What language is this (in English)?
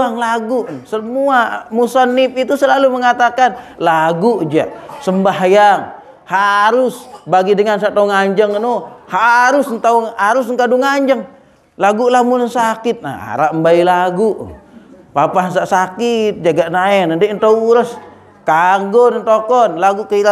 Sasak